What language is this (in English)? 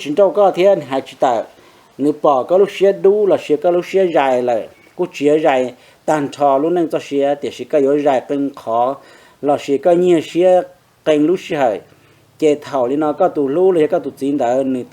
Hmong